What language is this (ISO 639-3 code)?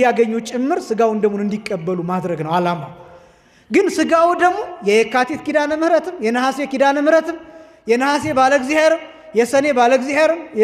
amh